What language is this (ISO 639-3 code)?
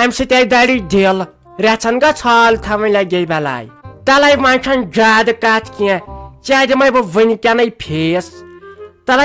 kas